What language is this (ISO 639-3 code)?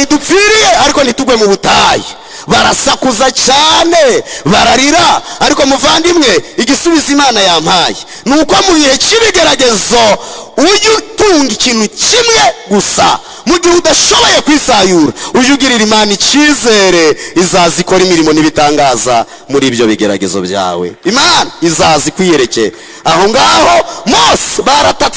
kin